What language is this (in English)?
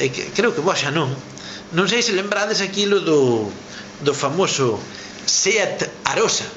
Galician